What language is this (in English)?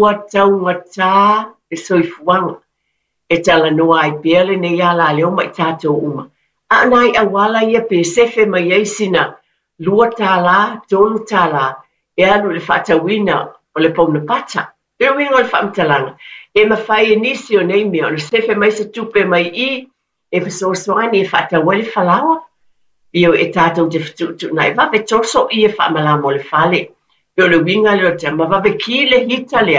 Samoan